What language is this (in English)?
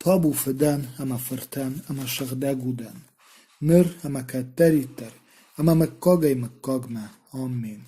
Ossetic